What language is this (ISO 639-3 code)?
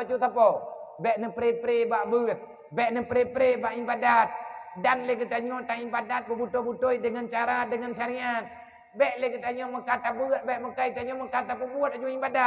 ace